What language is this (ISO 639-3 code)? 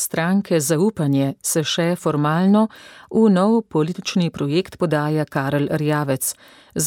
slv